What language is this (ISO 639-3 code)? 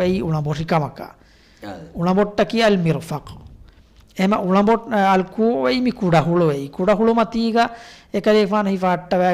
div